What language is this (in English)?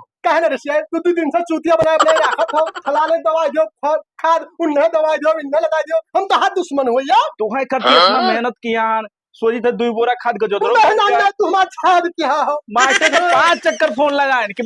Awadhi